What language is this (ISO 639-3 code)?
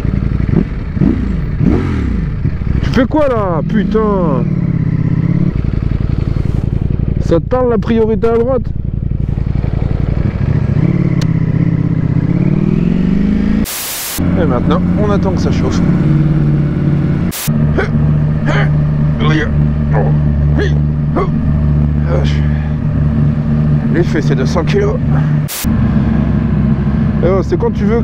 fra